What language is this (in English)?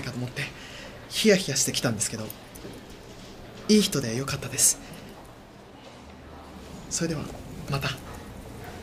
Japanese